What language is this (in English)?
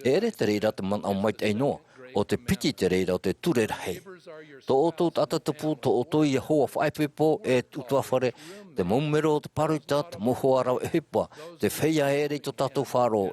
Tahitian